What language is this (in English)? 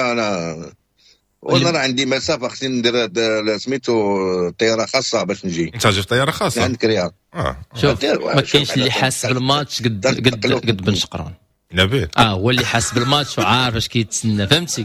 Moroccan Arabic